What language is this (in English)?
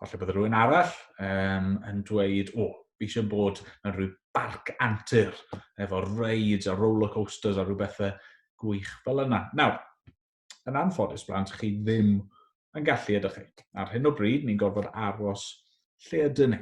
Welsh